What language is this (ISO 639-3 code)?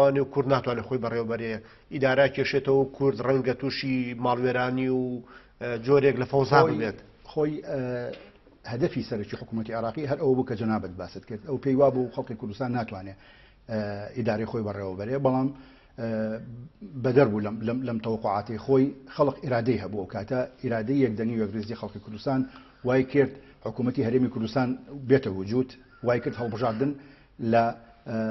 ckb